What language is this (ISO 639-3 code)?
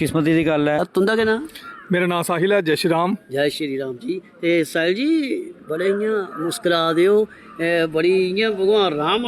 doi